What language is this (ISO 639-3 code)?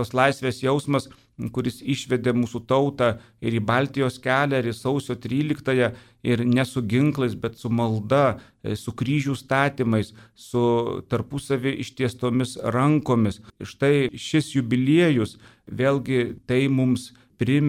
lit